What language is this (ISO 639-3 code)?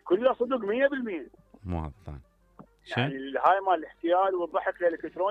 acm